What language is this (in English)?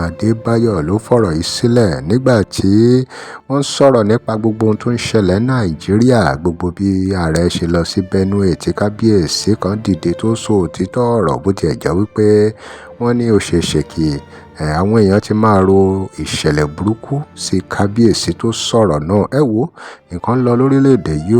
Yoruba